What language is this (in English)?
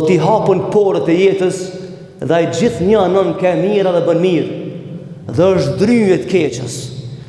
Albanian